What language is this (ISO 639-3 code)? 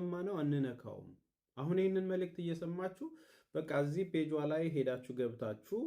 amh